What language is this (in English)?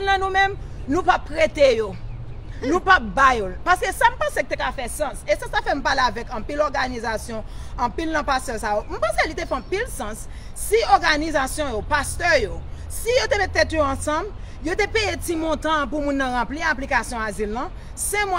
Haitian Creole